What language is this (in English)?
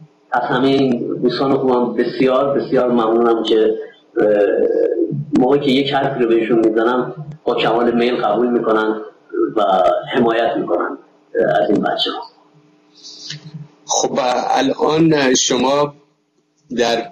Persian